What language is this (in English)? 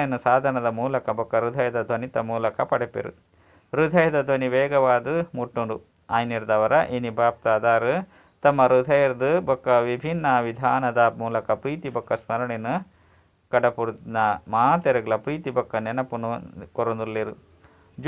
Tulu